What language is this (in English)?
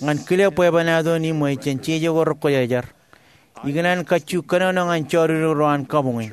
Marshallese